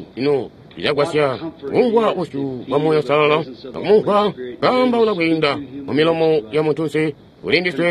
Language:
Tonga (Zambia)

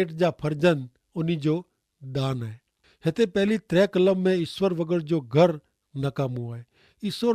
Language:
Kachhi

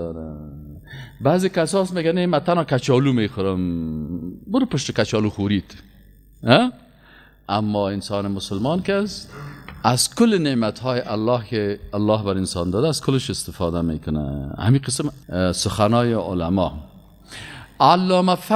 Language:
Persian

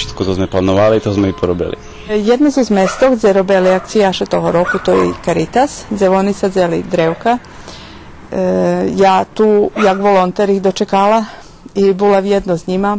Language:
Rusyn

